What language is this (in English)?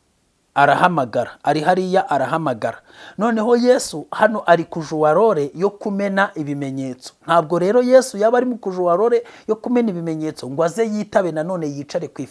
Kinyarwanda